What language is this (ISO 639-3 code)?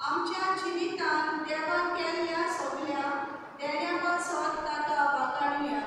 kok